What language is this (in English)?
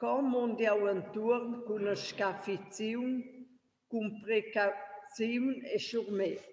Romansh